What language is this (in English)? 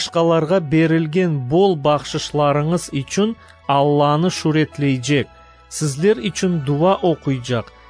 Crimean Tatar